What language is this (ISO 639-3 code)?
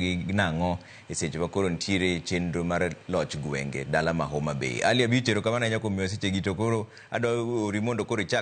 luo